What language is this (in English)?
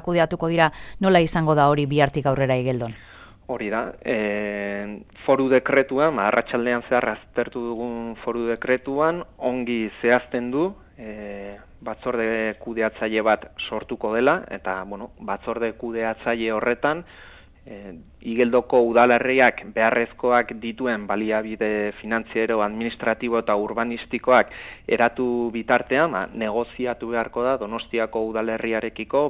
Basque